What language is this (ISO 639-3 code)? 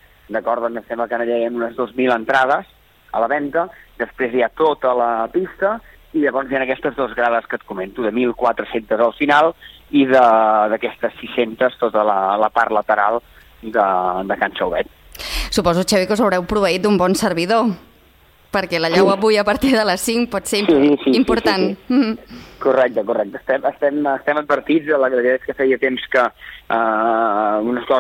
cat